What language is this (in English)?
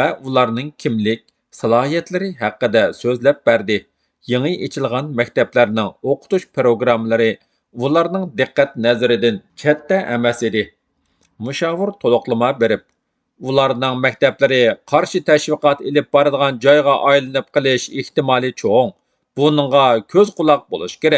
Uyghur